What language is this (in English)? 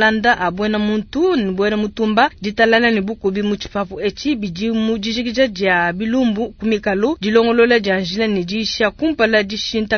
Luba-Lulua